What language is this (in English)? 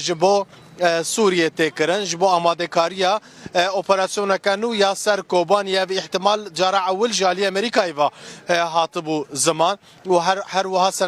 Kurdish